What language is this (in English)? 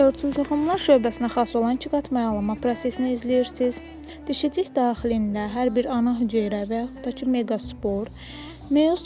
Azerbaijani